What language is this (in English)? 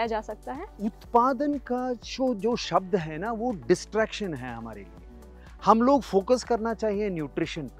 Hindi